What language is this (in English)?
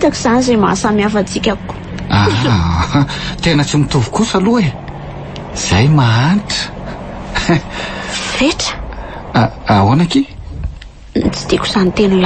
Malagasy